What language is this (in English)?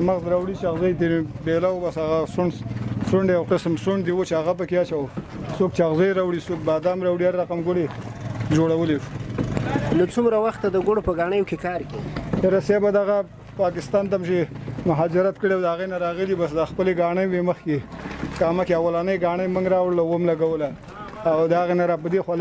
Pashto